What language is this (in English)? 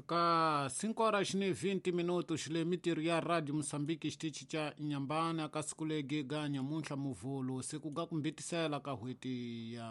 Tsonga